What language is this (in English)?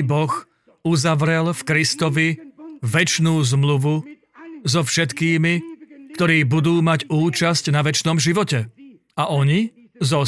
Slovak